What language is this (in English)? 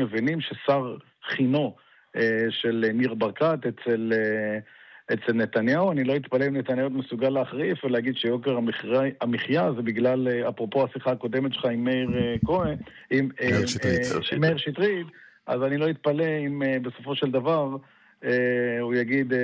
Hebrew